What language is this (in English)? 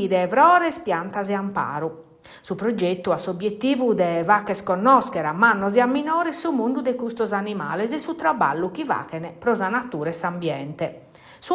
Sardinian